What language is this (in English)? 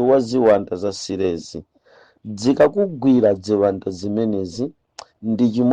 Nyanja